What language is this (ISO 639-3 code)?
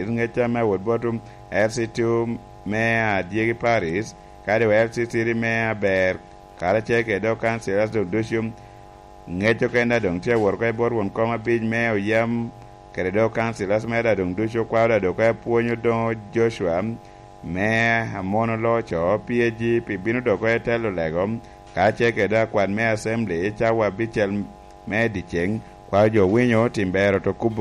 laj